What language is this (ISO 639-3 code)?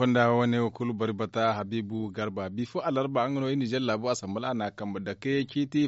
dje